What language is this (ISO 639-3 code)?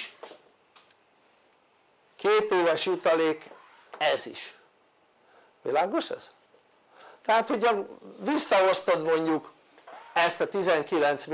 hun